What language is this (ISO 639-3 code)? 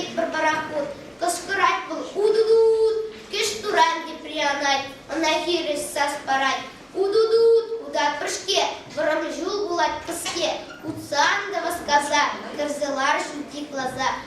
chv